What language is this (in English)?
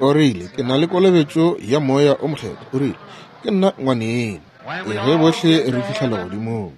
Northern Sotho